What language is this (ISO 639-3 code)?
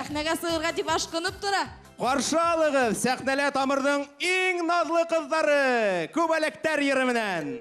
bak